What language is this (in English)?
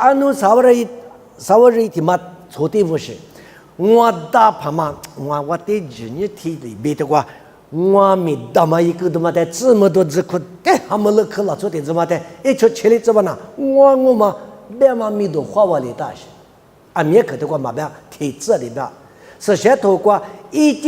Lisu